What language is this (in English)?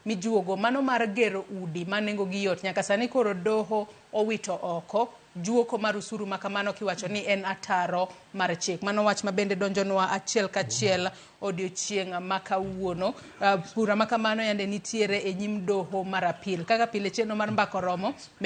Luo (Kenya and Tanzania)